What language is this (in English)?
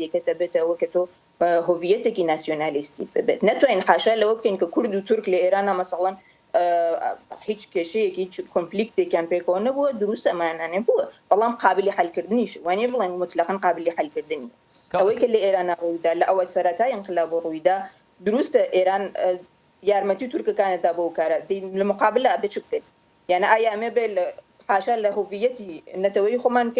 Central Kurdish